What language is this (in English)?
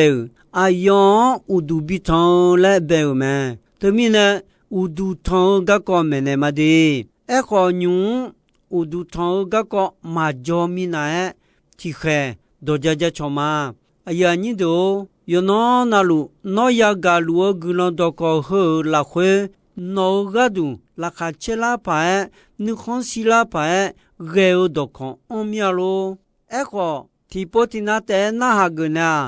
Akha